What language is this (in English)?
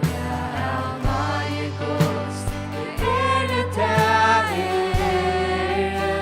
Faroese